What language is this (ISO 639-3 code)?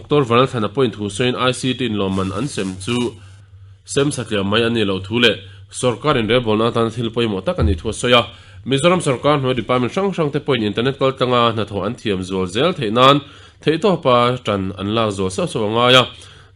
lus